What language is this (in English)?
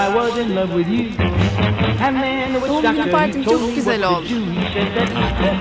Turkish